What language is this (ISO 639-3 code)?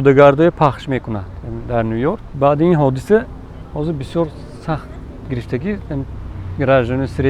tgk